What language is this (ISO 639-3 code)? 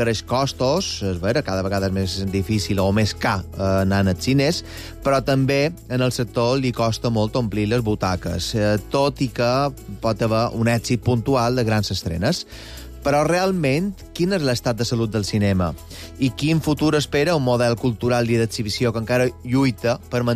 cat